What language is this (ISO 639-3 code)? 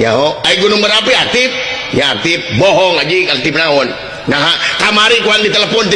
sun